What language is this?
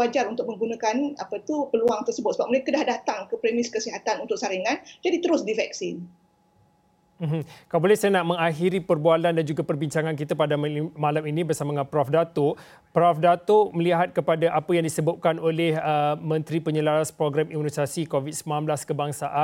Malay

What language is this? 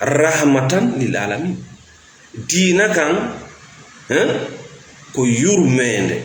Fula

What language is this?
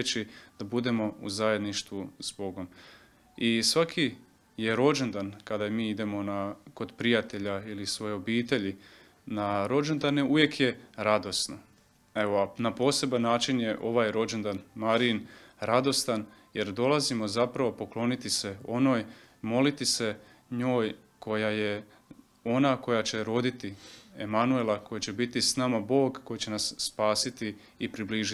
Croatian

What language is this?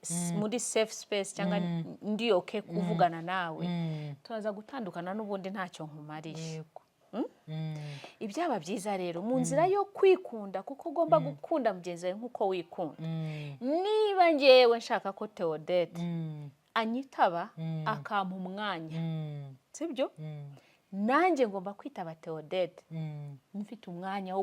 Kinyarwanda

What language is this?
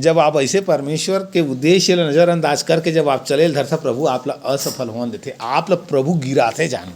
Chhattisgarhi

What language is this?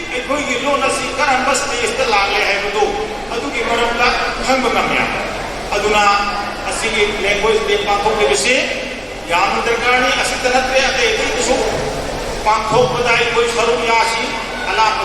Manipuri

